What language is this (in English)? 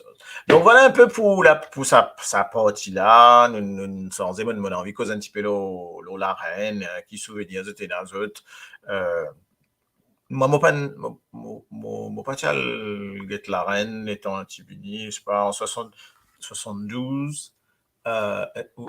Morisyen